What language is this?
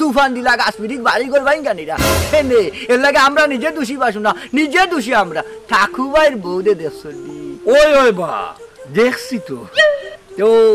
Sylheti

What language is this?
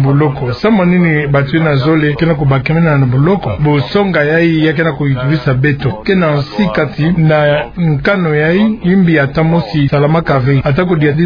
Kituba (Democratic Republic of Congo)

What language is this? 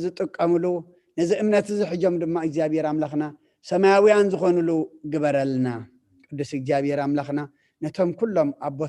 Tigrinya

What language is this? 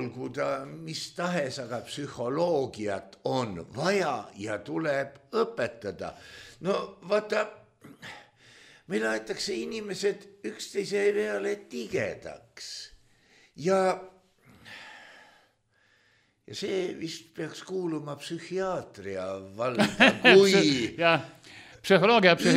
Estonian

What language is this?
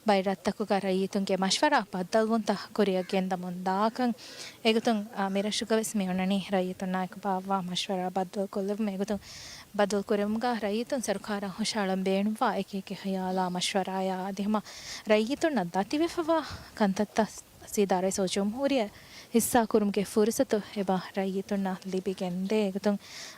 Divehi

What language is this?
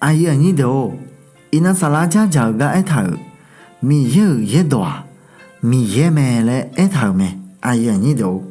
Akha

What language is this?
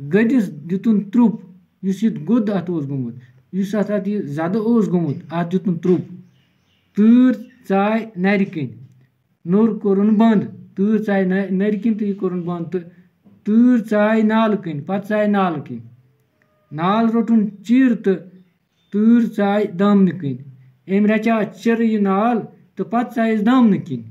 Kashmiri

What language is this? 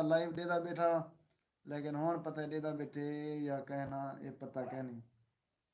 Saraiki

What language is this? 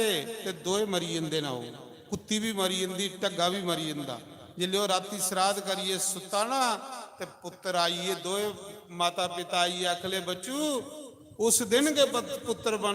Dogri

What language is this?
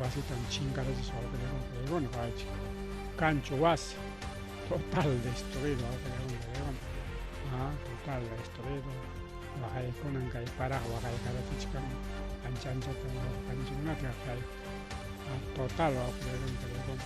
Ayacucho Quechua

